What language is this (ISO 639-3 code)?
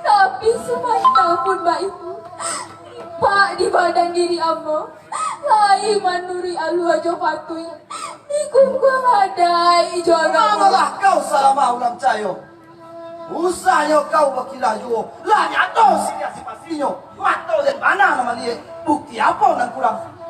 min